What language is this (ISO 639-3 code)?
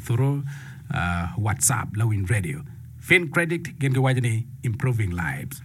ach